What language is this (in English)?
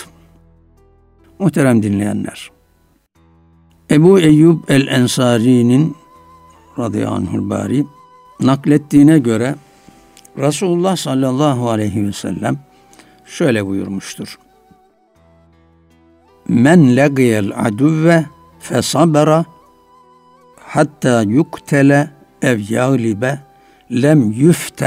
Turkish